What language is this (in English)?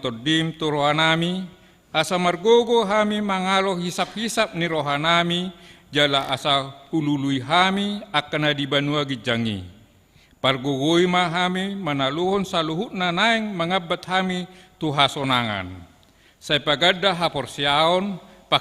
Batak Toba